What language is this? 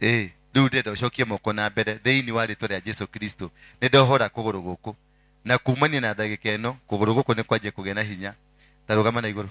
Kikuyu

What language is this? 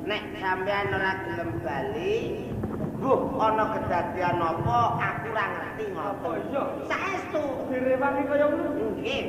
Javanese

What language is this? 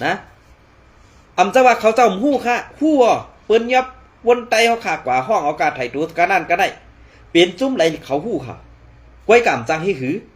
Shan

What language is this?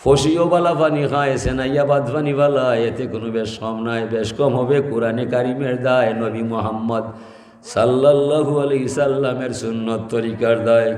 Sylheti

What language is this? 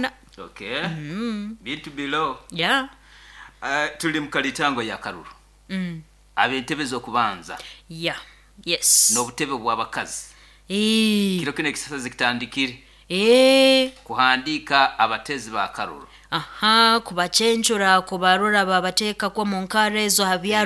Nyoro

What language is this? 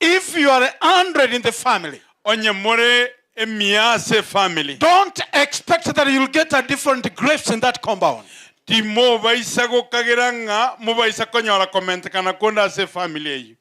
Gusii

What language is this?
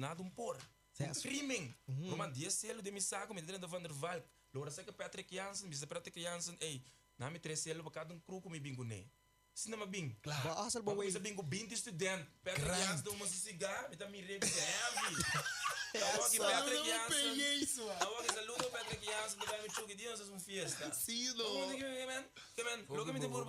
Papiamento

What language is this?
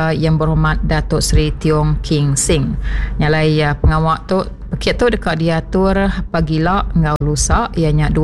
Iban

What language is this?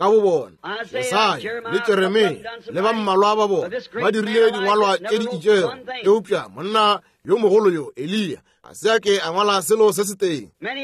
Northern Sotho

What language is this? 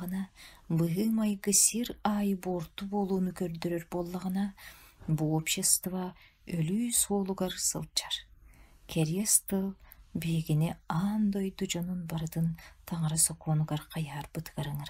Yakut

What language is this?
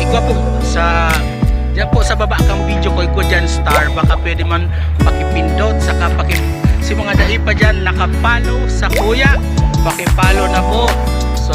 Bikol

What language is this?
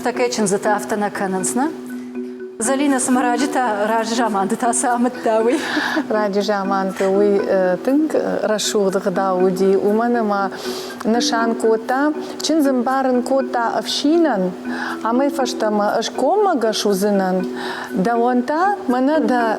Ossetic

